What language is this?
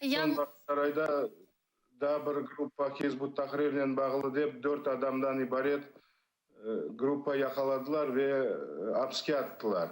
Crimean Tatar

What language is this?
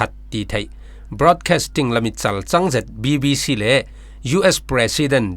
Falam Chin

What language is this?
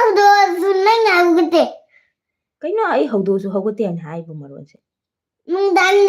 Manipuri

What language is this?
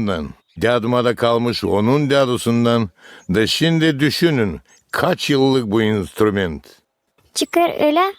Gagauz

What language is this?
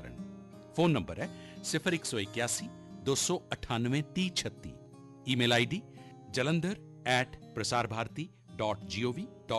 Punjabi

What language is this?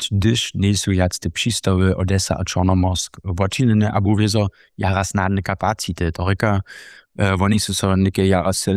Upper Sorbian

